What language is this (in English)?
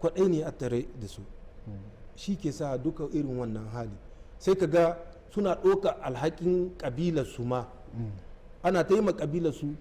Hausa